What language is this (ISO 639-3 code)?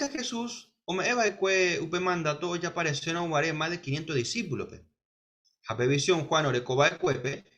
grn